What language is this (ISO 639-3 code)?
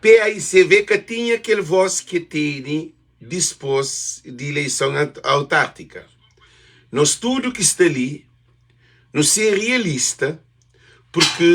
kea